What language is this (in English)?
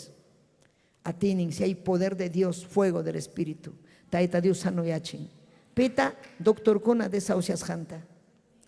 Ayacucho Quechua